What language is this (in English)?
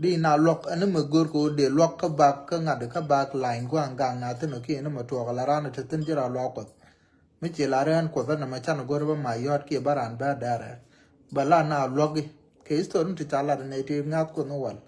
Nuer